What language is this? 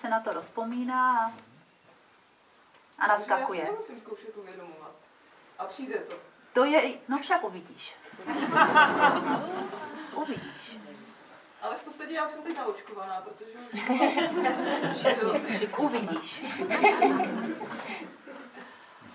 Czech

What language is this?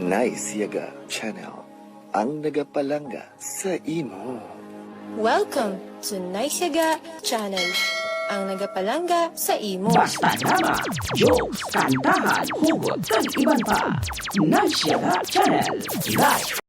Hiligaynon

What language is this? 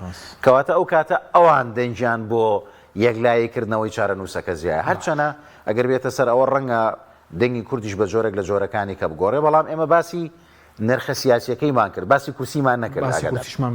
Central Kurdish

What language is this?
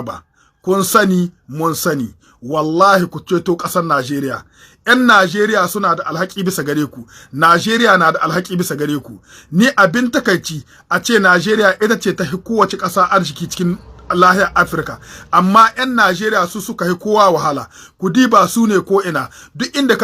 Hausa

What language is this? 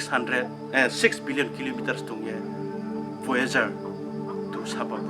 Riang (India)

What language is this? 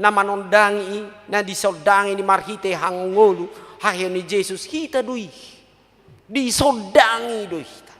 Batak Toba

